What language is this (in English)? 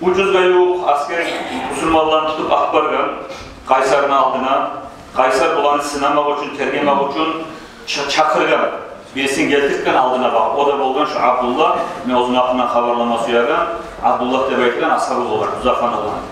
Kumyk